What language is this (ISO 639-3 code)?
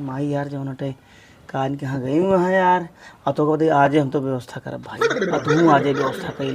awa